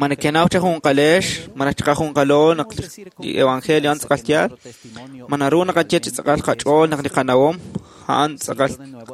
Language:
Kekchí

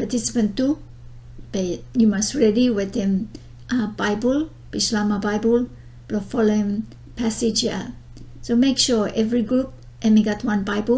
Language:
Bislama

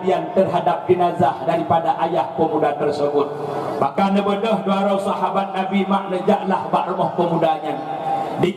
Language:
Achinese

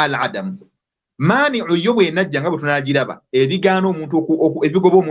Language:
Ganda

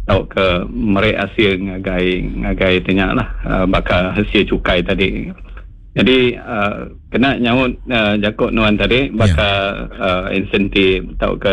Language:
Iban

